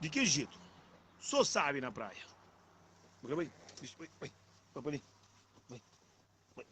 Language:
Kabuverdianu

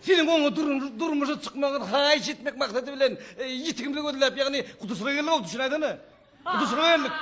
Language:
Turkmen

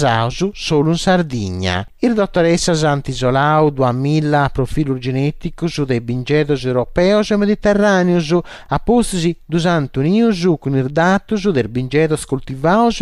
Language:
Sardinian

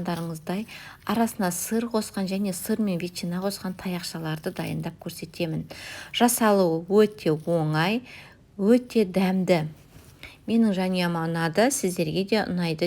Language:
Kazakh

